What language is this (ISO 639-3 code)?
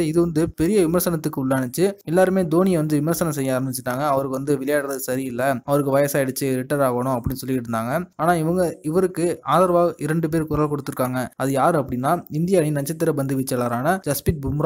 tam